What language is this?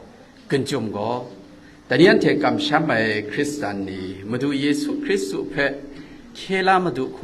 Kachin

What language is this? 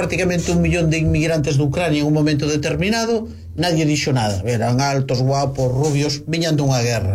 Galician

